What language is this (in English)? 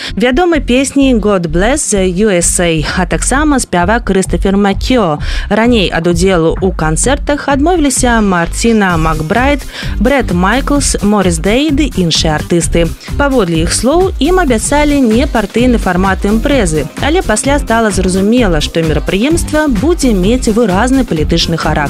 Belarusian